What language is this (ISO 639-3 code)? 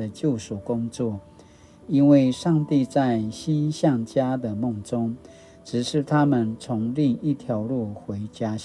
pwn